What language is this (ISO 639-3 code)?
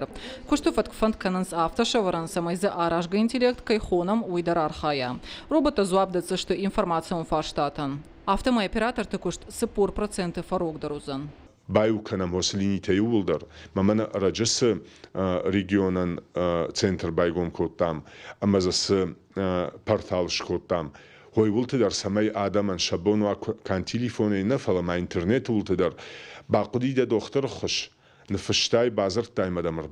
oss